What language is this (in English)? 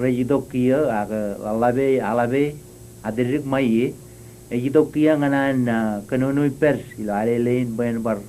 Marshallese